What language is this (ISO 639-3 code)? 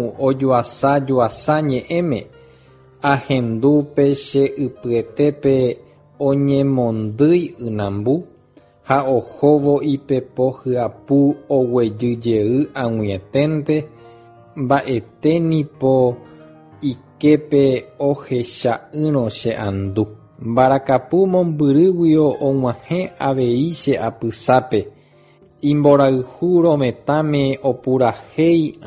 grn